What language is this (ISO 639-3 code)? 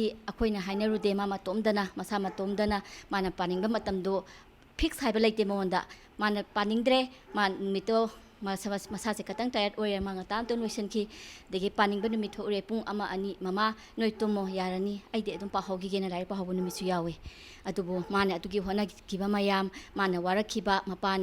mni